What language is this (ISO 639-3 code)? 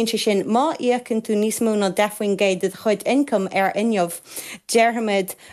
gle